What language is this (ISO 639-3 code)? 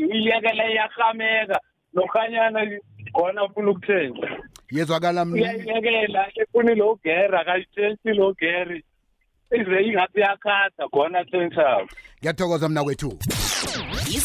nbl